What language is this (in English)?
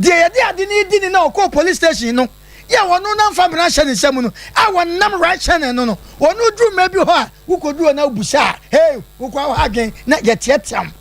Akan